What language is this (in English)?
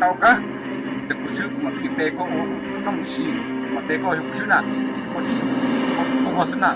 Hmong